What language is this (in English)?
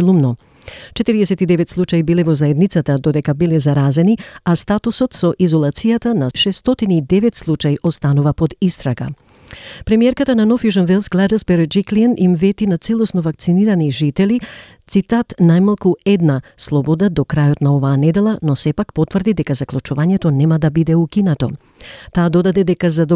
Macedonian